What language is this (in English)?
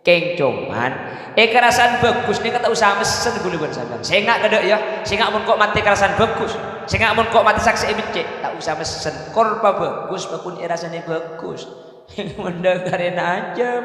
Madurese